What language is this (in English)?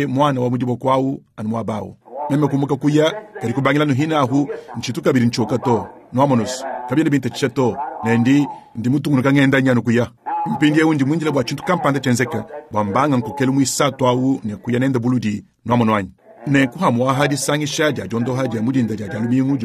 Luba-Lulua